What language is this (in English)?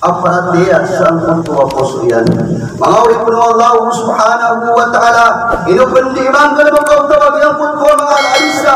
Maranao